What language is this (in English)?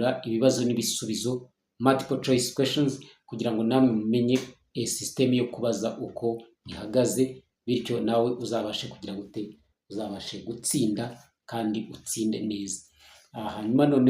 Kinyarwanda